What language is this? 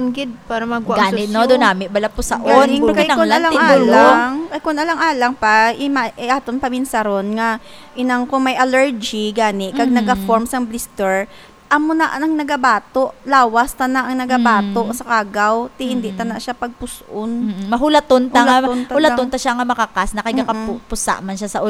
Hiligaynon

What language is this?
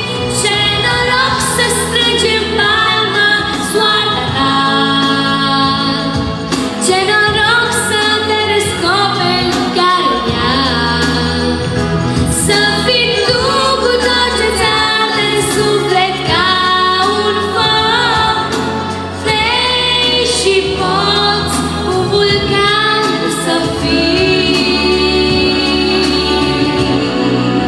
Romanian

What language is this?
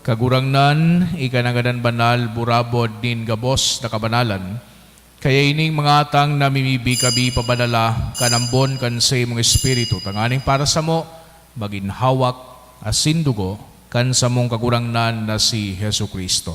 Bikol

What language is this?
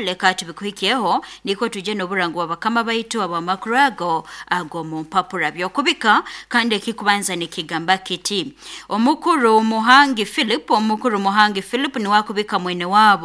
Nyoro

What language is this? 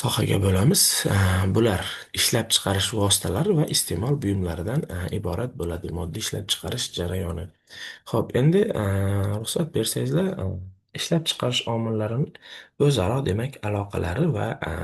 Uzbek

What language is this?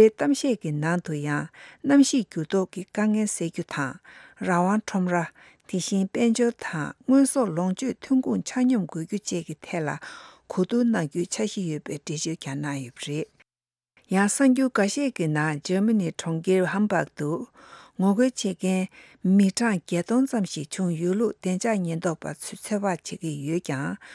Tibetan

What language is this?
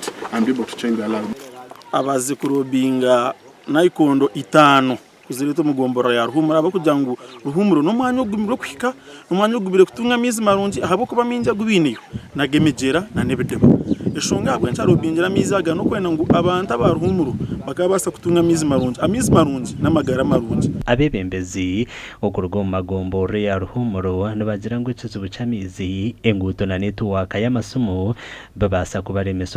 Nyankole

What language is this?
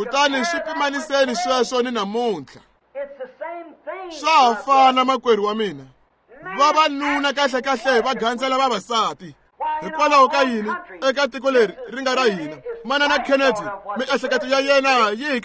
Tsonga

